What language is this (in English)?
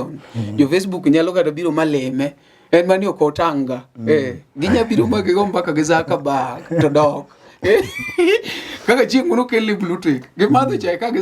Luo (Kenya and Tanzania)